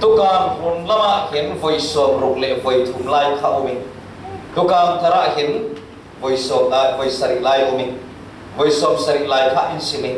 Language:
Falam Chin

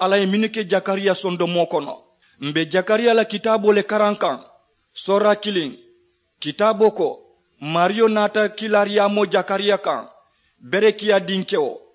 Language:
Mandingo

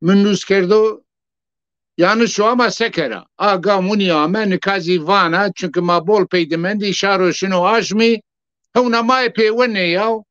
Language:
Zaza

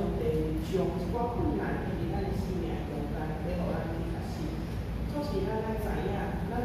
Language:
Min Nan Chinese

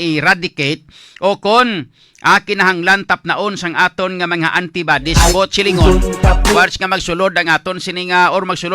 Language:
Hiligaynon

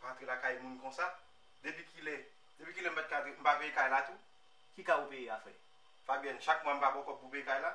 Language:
Haitian Creole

